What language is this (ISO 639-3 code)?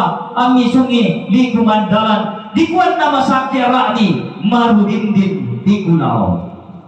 sda